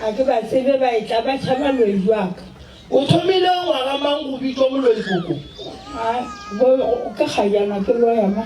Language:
Northern Sotho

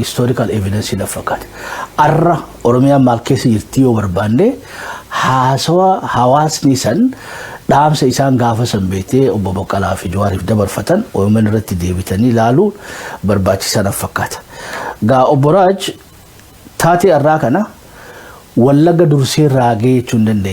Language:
Oromo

